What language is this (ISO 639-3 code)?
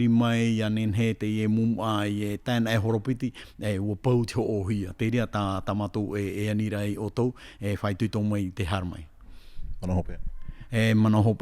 tah